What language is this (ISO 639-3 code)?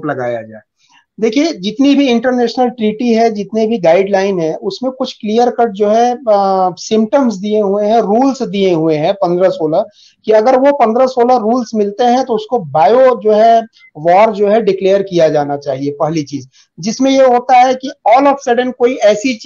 hin